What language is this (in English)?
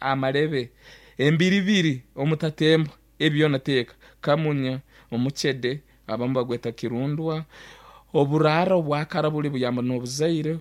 Nyankole